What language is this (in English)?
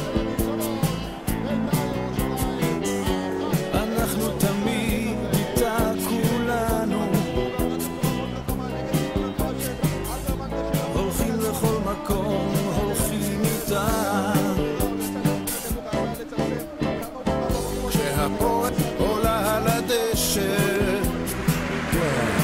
Hebrew